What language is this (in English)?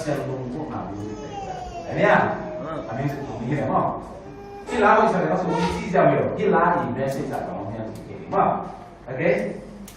Tedim Chin